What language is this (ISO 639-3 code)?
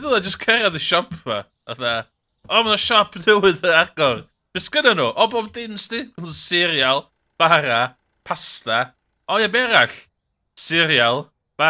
cym